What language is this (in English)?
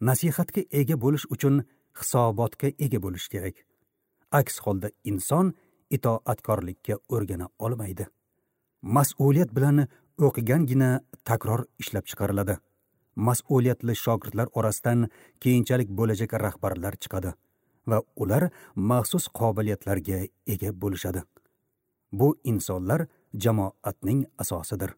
Uzbek